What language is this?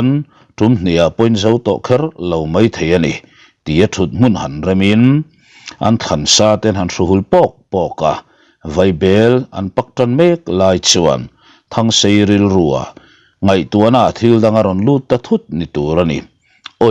Mizo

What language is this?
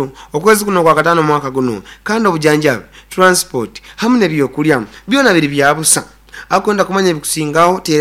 Nyoro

